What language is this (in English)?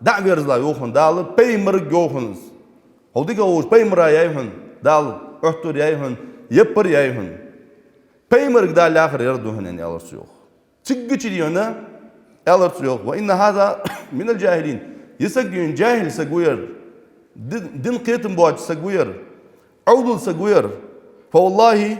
Ingush